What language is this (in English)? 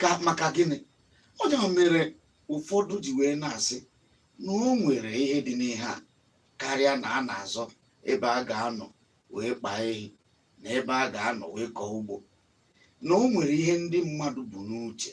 Igbo